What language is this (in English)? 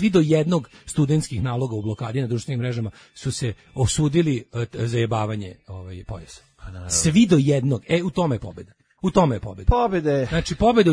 Serbian